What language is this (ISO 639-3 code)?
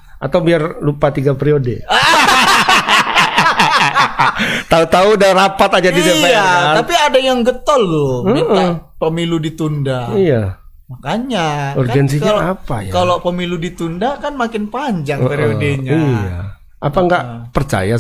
ind